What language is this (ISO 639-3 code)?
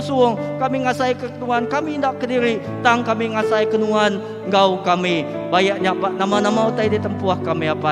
iba